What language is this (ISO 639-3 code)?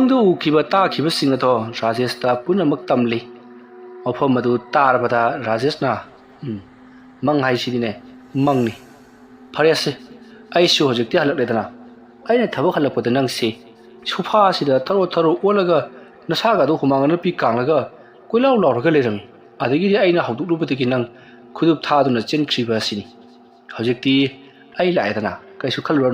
mni